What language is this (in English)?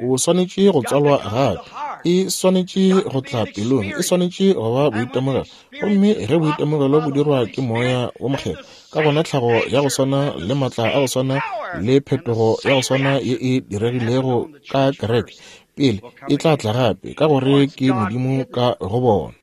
Northern Sotho